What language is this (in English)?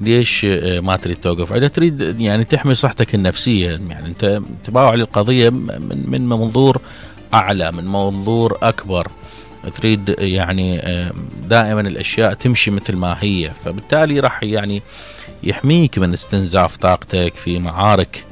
Mesopotamian Arabic